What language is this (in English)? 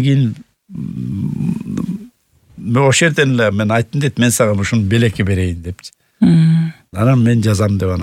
Kyrgyz